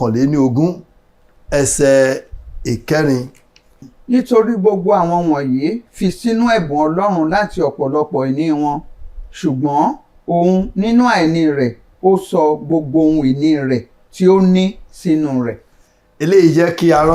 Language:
Yoruba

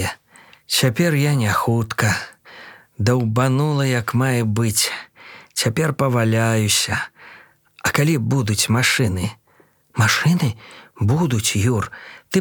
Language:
Belarusian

